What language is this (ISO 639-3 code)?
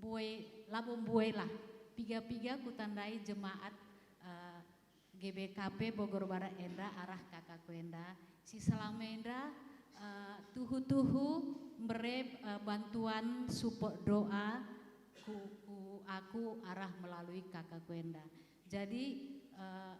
btx